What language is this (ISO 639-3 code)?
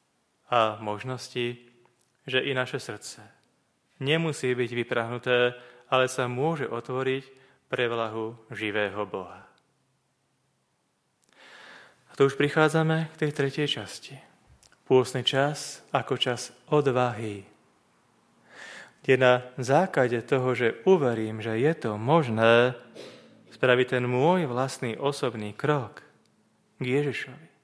slk